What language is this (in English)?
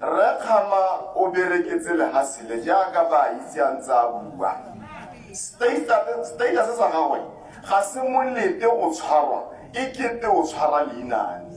Tswana